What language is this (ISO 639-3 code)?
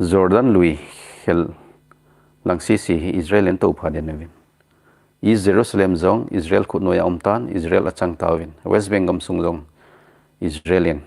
tcz